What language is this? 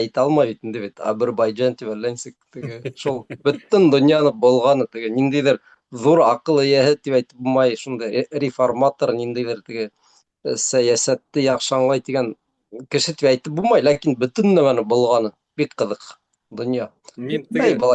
Bashkir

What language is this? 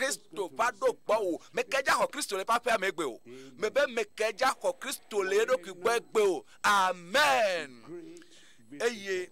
Ewe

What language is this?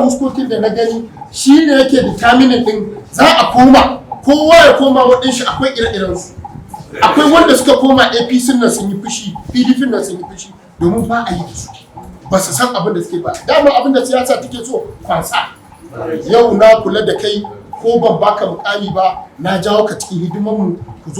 Hausa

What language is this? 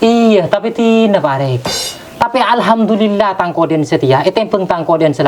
Madurese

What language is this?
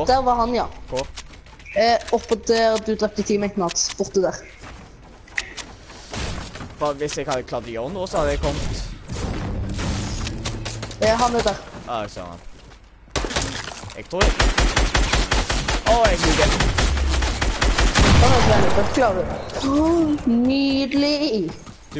Norwegian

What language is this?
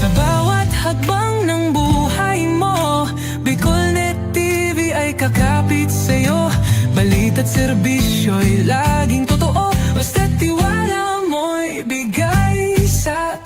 Bikol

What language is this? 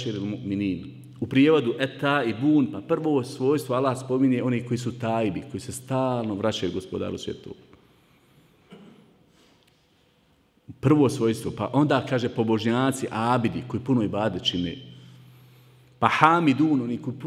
Bosnian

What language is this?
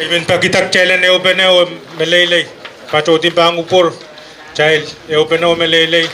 Pohnpeian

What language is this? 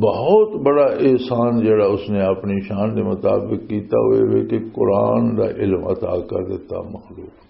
Western Panjabi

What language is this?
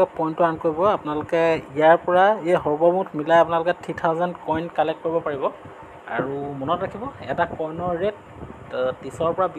Assamese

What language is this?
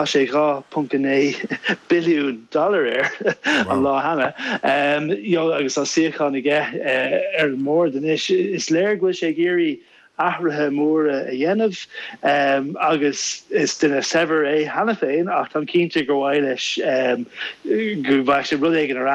Irish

